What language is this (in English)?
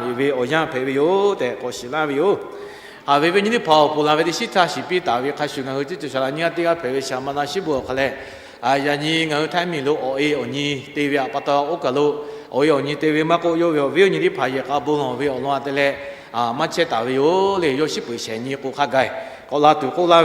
Lahu